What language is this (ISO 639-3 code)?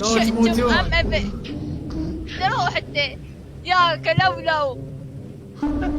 acm